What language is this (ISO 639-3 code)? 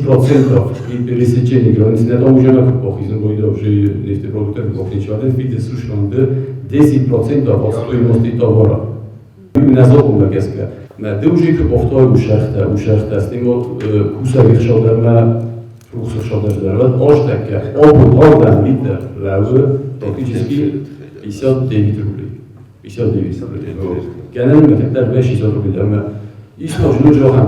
oss